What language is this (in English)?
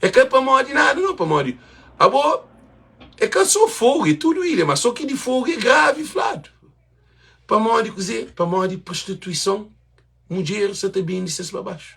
Kabuverdianu